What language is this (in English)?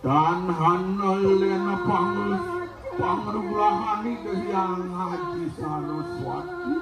Balinese